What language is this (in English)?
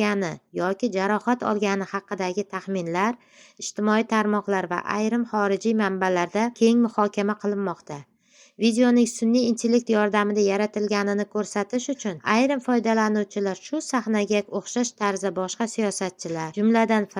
Uzbek